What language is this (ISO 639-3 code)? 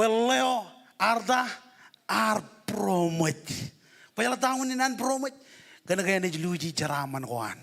mah